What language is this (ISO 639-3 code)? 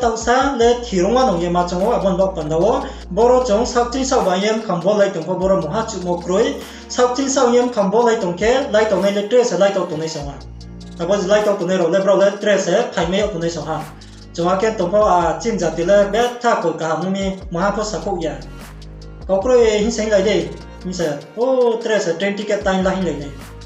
ria